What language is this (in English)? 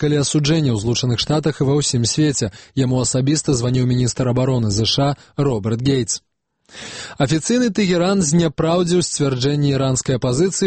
Belarusian